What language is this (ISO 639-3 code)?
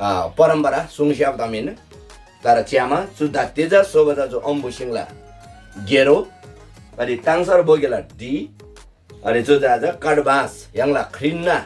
taj